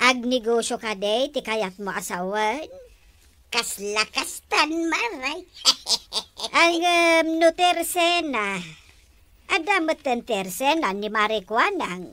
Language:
Iloko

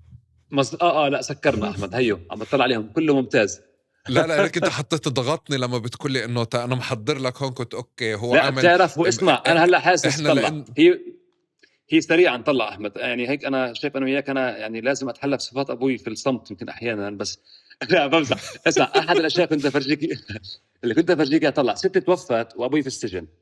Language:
North Levantine Arabic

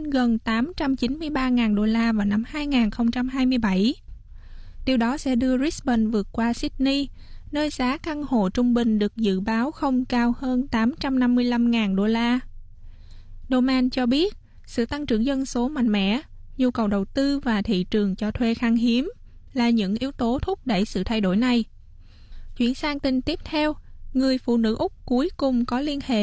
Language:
Vietnamese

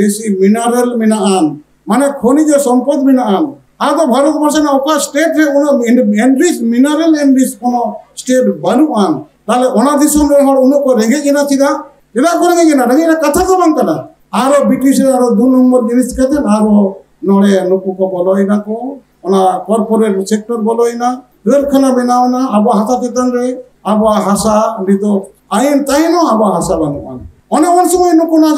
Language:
Santali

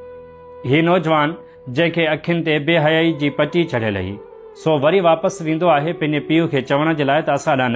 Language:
Sindhi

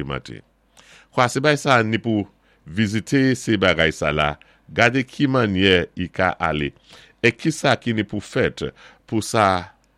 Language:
Saint Lucian Creole French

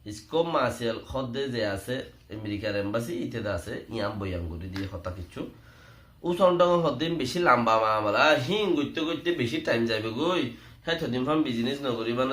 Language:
Rohingya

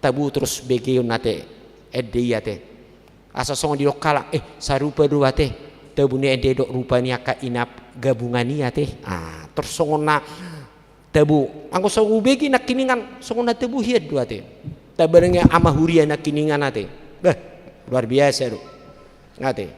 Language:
Batak Toba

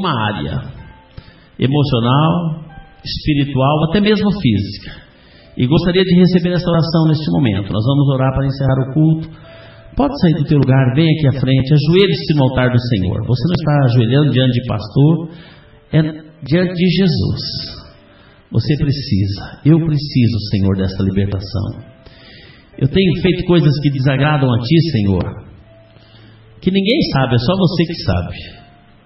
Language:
Portuguese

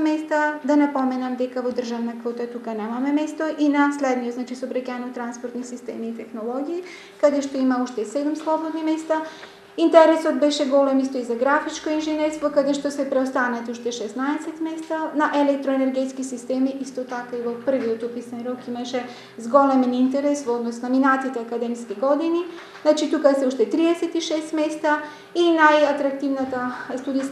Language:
Macedonian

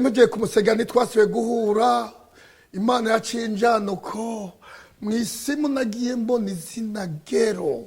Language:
Rundi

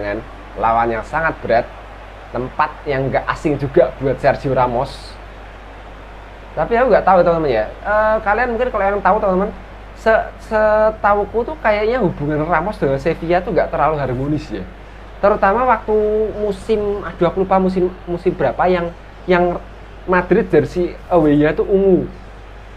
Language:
Indonesian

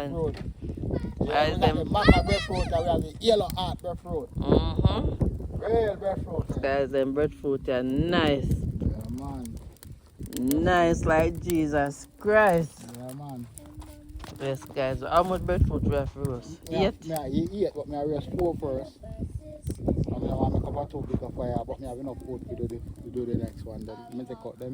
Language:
Jamaican Creole English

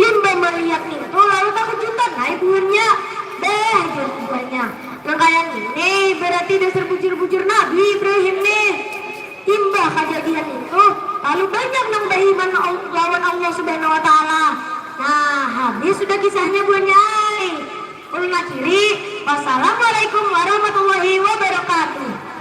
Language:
Banjar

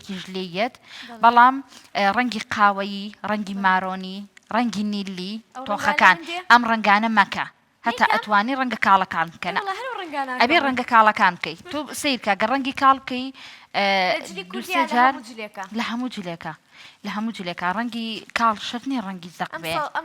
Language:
Central Kurdish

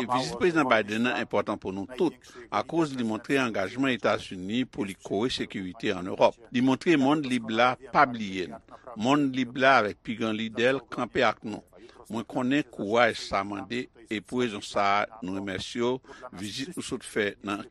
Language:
Haitian Creole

